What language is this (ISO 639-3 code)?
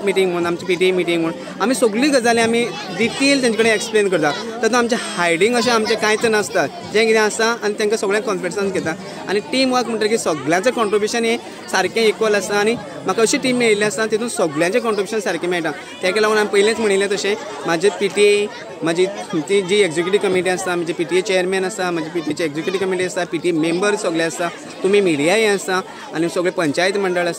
kok